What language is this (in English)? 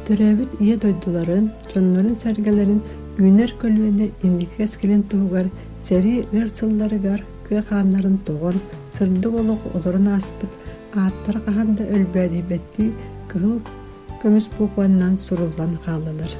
Yakut